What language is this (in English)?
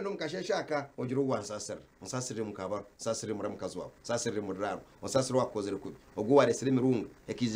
Nyankole